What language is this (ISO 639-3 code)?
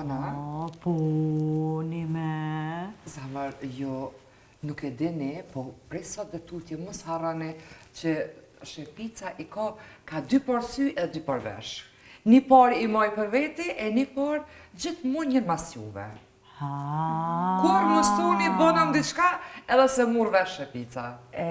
sqi